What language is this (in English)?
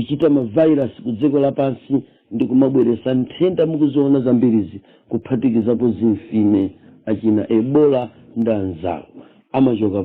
Nyanja